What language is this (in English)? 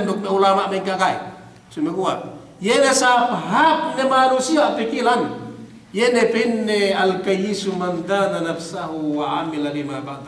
Yakan